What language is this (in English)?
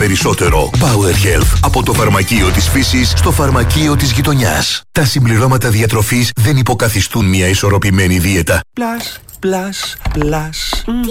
Greek